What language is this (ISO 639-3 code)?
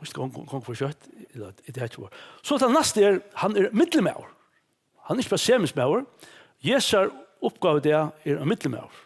fao